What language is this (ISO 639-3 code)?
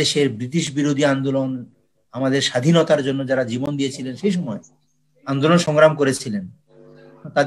ben